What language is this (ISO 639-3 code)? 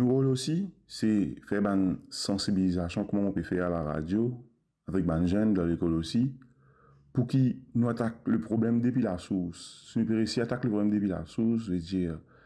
mfe